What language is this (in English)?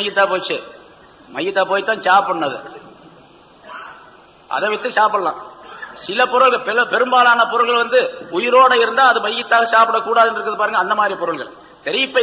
Tamil